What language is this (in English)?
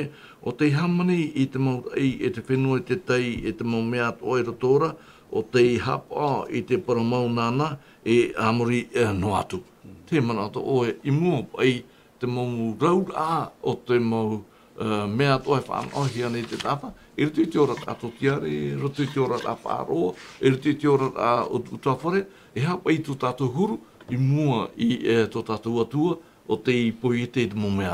Tahitian